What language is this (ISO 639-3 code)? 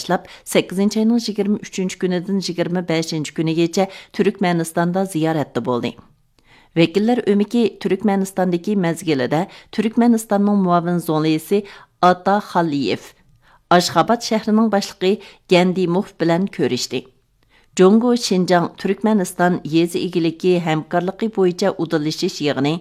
uig